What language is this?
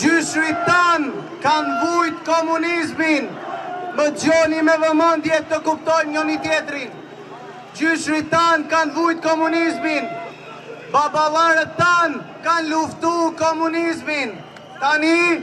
Albanian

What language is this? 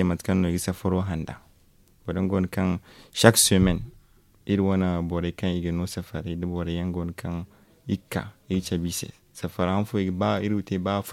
Zarma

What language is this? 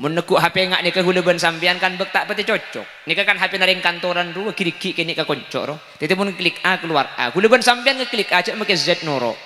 Madurese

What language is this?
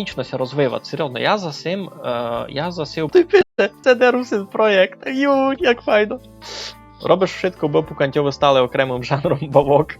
Rusyn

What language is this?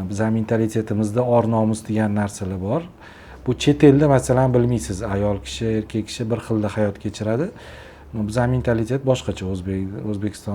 Uzbek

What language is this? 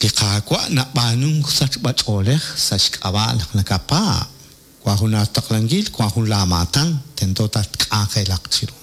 Kekchí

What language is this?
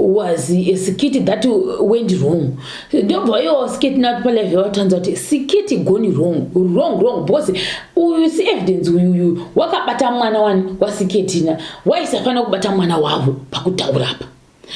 Shona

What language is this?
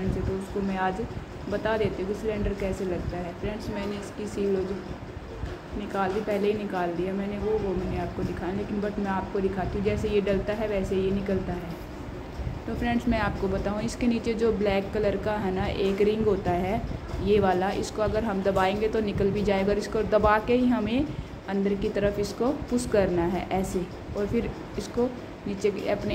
Hindi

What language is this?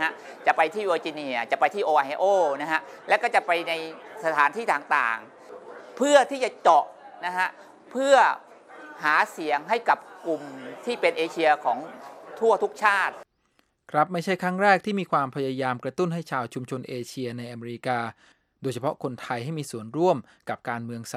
Thai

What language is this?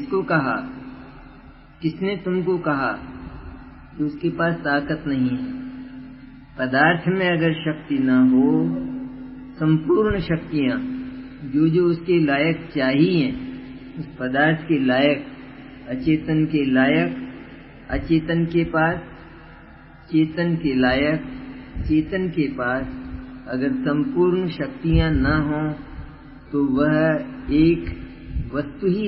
Hindi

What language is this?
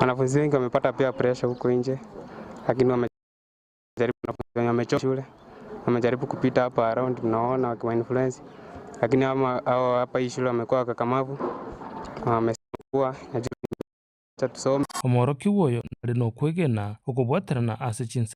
Gusii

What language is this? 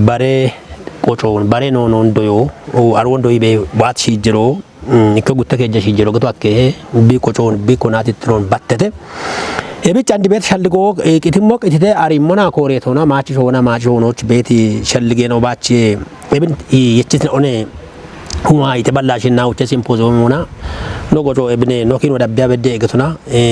Kafa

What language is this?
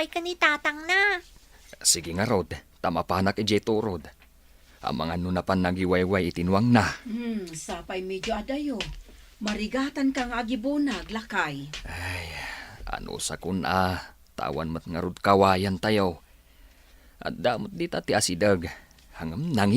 Iloko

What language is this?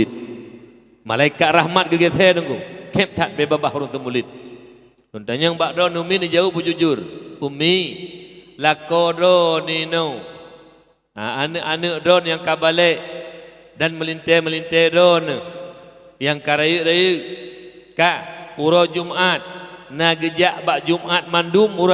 Achinese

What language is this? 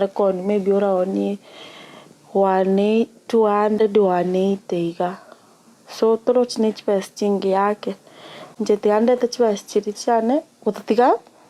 Gusii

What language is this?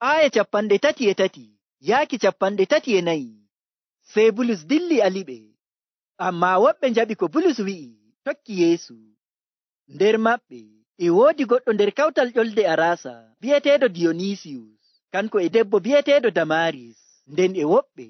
Nigerian Fulfulde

